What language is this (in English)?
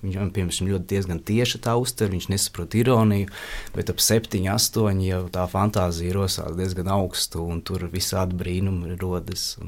Latvian